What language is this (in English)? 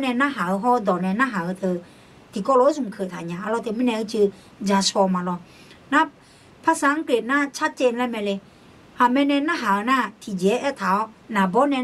Akha